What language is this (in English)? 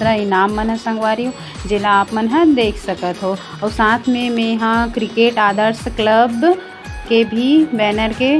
Chhattisgarhi